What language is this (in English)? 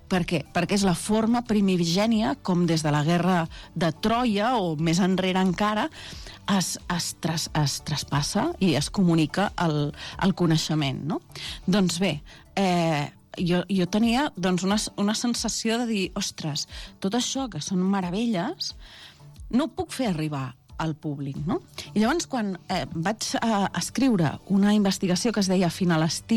Catalan